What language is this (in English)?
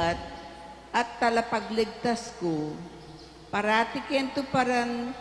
Pampanga